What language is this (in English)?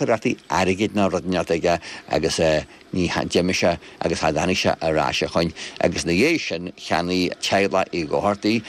Irish